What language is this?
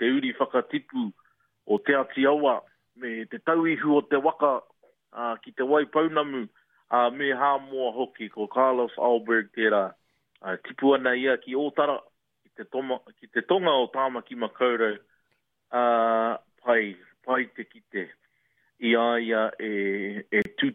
Māori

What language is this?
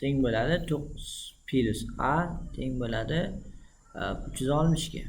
Uzbek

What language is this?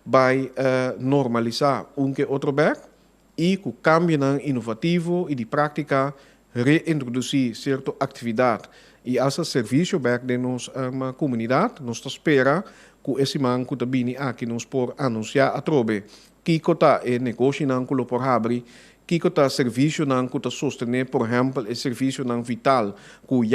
Papiamento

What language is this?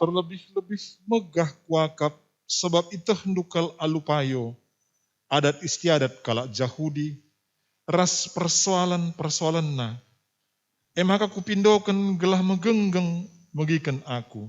Batak Karo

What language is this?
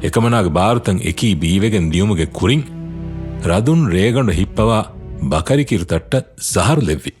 Divehi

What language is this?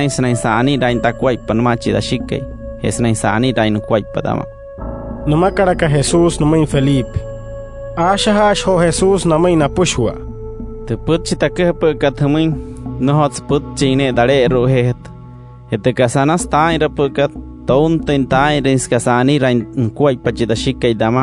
Wayuu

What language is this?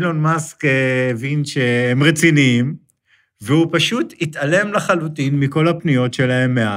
Hebrew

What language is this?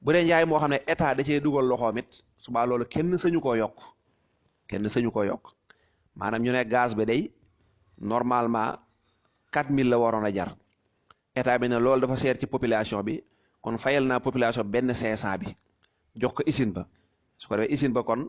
Wolof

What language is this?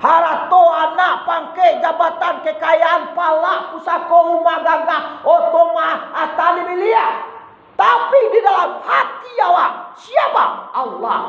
Minangkabau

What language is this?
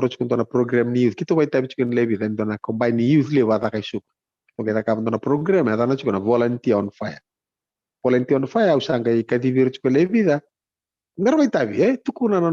Fijian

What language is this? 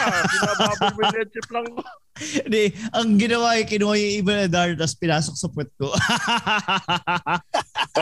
Filipino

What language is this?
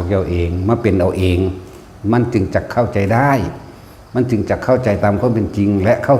Lao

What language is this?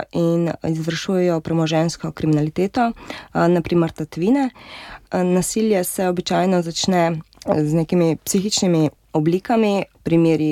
Slovenian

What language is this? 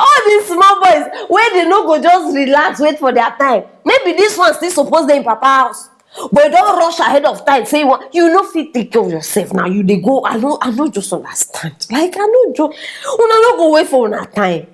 Nigerian Pidgin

